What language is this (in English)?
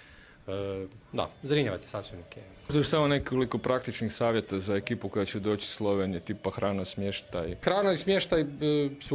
Croatian